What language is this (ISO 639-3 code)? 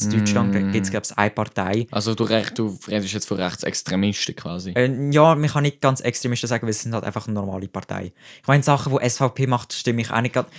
gsw